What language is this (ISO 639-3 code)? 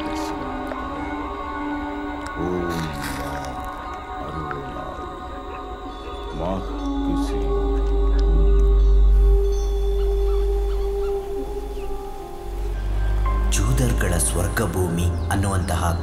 kan